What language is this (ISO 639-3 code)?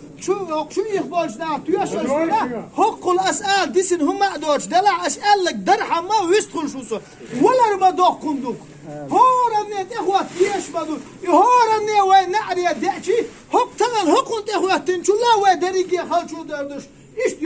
che